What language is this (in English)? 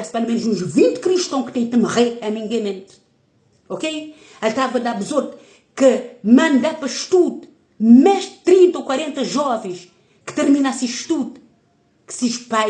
Kabuverdianu